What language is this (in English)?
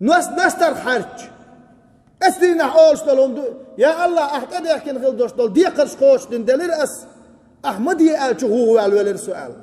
Chechen